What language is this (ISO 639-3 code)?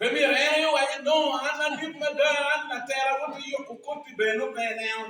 ach